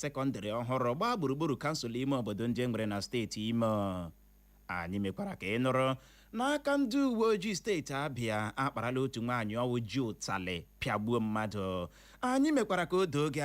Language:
Igbo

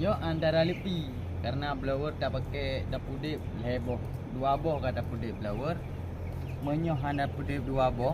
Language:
Achinese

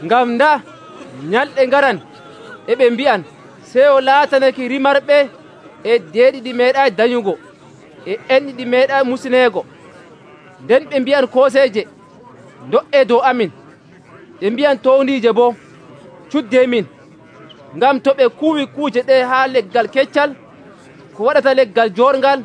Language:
Nigerian Fulfulde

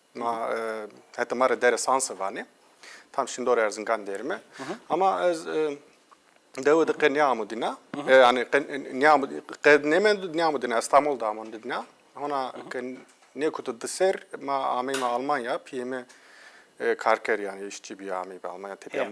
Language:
Zaza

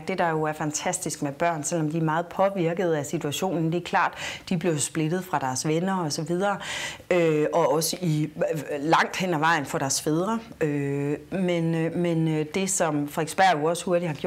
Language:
Danish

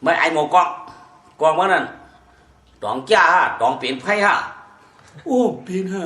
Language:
Shan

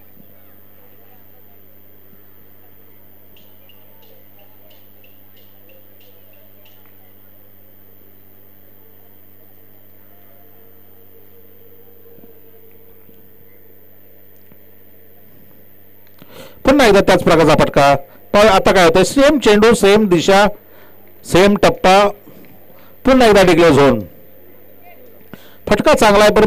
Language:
Marathi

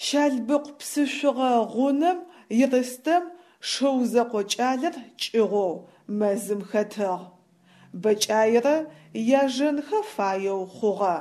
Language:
Adyghe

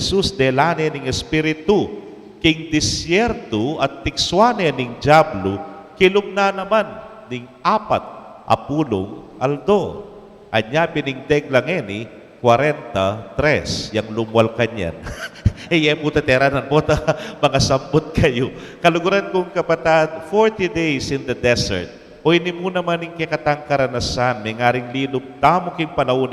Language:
Pampanga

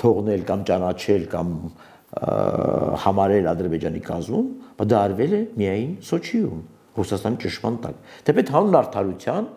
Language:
Armenian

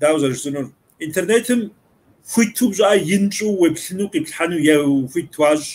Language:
Kabardian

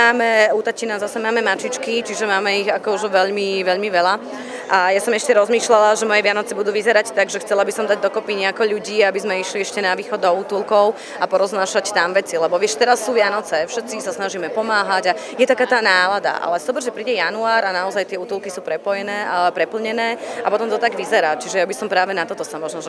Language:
Slovak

